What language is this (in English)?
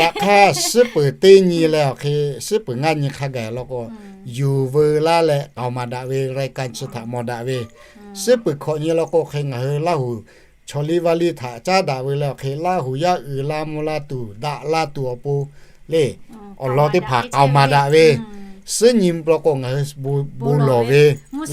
Lahu